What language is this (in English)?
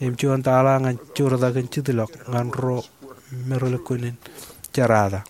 Marshallese